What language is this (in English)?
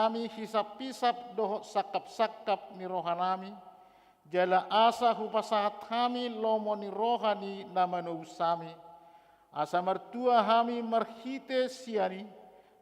Batak Toba